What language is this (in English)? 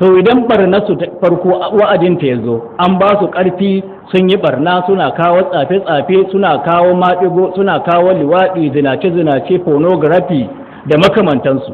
Hausa